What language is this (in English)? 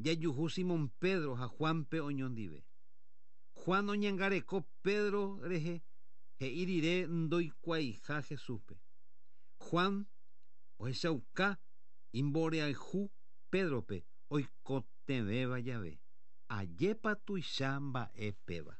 Guarani